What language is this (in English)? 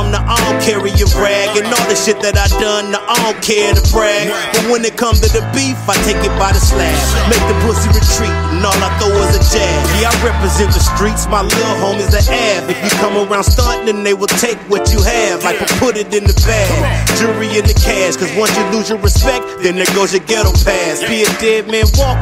English